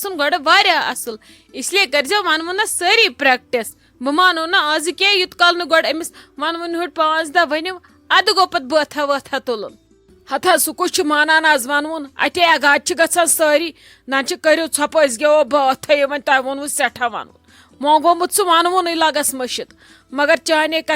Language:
Kashmiri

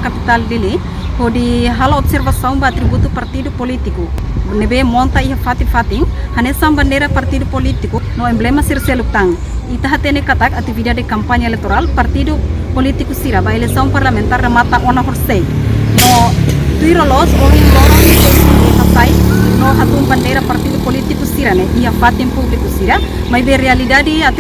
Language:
Tetum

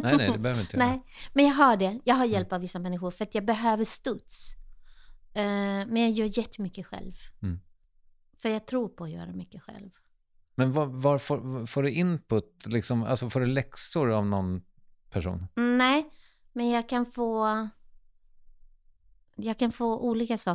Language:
Swedish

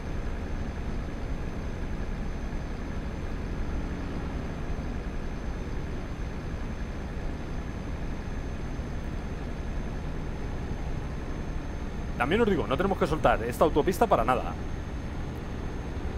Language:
Spanish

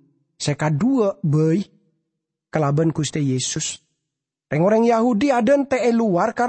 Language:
Madurese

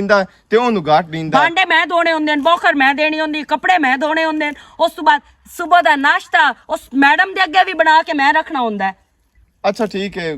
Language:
Western Panjabi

